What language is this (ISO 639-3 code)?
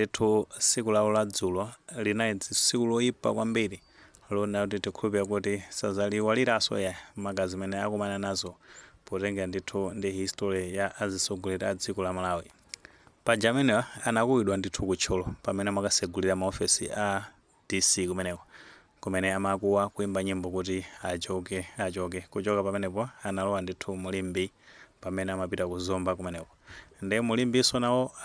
nya